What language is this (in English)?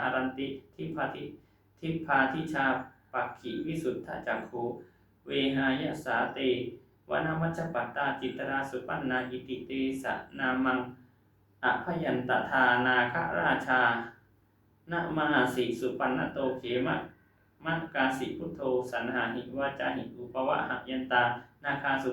Pali